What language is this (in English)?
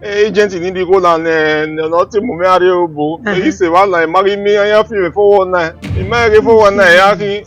Bini